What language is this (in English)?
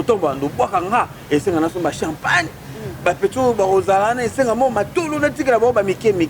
Lingala